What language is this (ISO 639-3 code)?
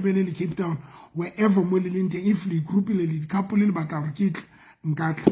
sot